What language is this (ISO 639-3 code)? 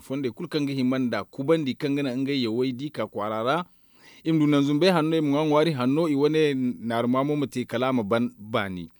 dje